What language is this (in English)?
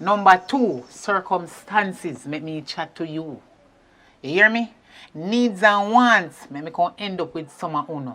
Jamaican Creole English